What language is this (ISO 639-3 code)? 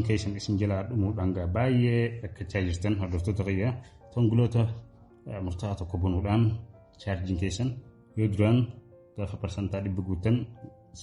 orm